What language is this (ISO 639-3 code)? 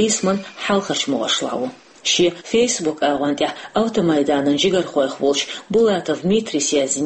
che